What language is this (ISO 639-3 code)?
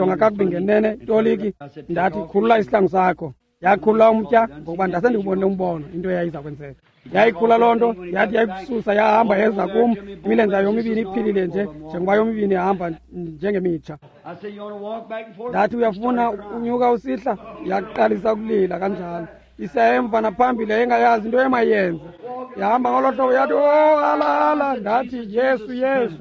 xho